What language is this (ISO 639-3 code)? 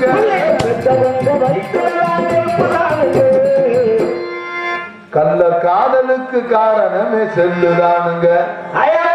tam